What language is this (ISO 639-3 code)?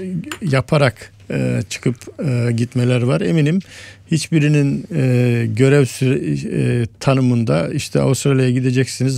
tur